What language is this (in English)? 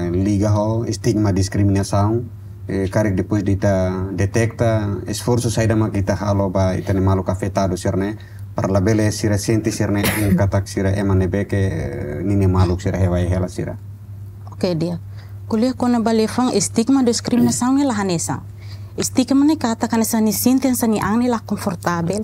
Tetum